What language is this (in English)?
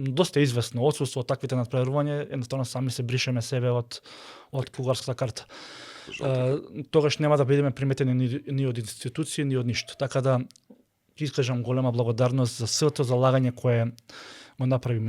Macedonian